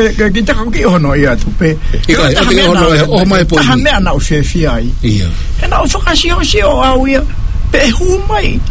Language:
Tongan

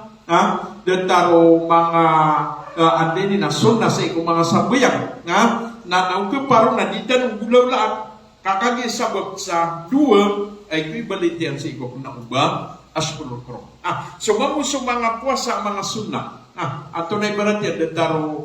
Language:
Maranao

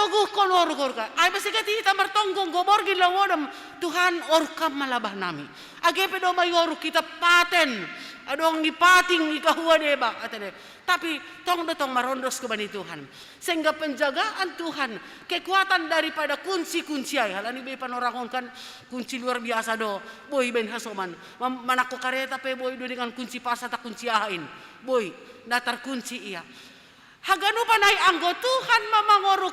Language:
Batak Simalungun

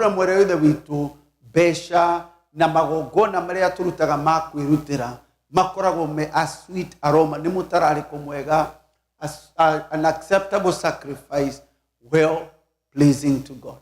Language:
Kikuyu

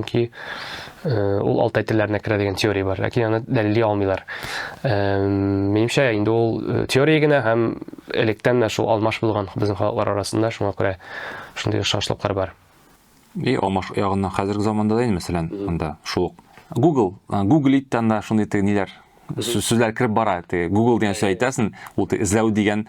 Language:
Tatar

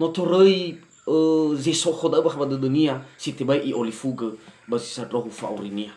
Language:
Nias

